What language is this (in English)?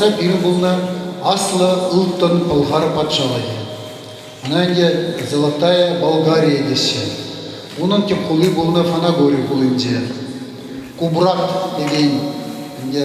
Chuvash